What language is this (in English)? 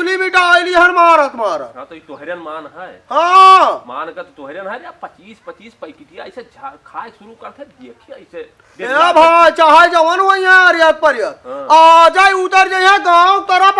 Awadhi